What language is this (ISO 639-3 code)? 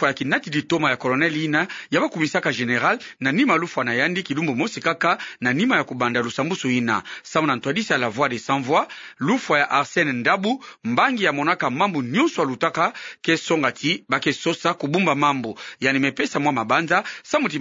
ktu